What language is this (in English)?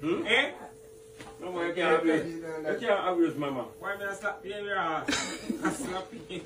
Jamaican Creole English